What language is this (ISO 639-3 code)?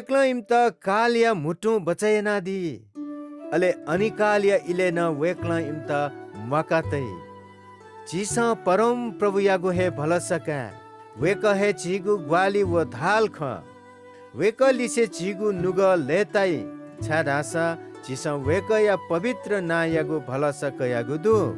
new